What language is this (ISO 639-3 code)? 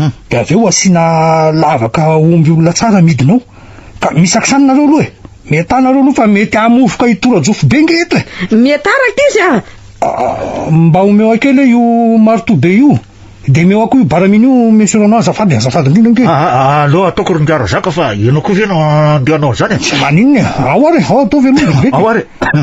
mlg